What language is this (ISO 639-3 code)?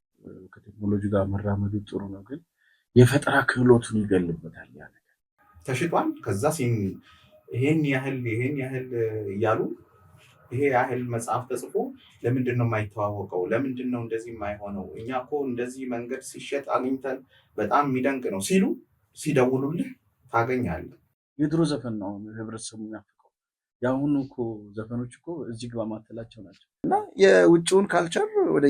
amh